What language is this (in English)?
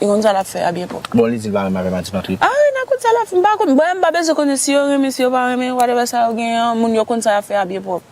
Haitian Creole